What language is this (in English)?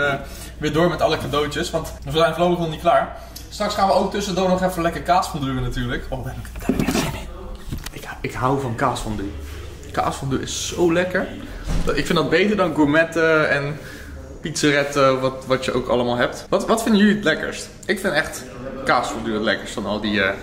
Dutch